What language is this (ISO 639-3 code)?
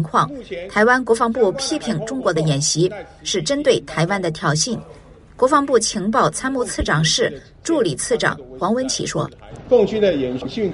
zho